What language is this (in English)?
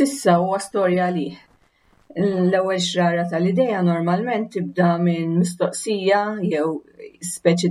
Maltese